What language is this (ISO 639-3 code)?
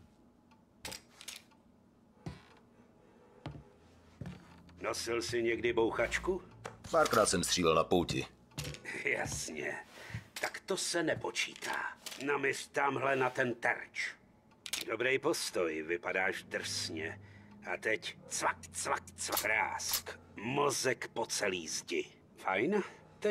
ces